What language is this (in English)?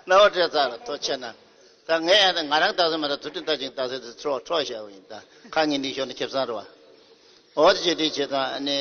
Tibetan